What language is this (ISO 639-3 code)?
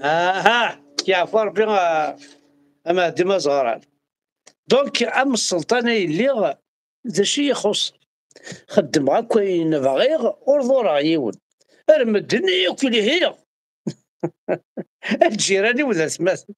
kab